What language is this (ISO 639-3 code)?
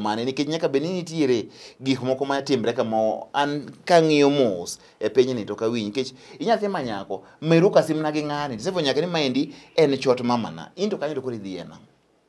luo